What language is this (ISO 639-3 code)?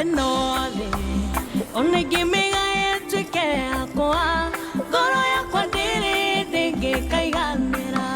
kik